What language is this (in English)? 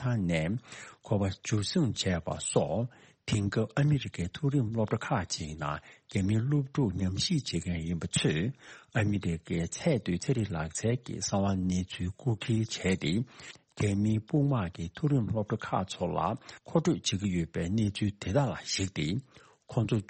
Tibetan